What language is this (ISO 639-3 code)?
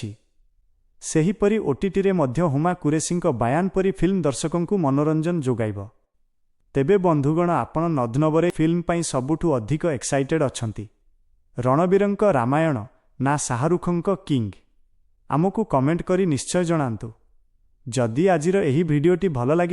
ori